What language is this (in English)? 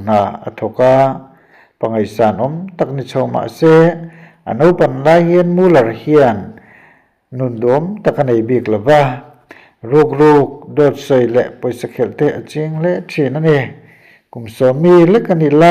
Mizo